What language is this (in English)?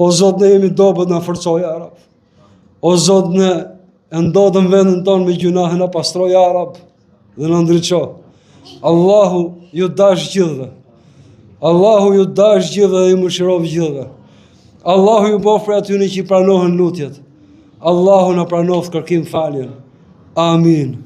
Albanian